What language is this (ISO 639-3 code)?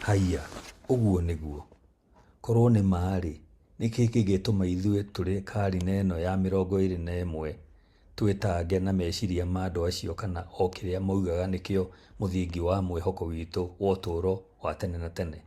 kik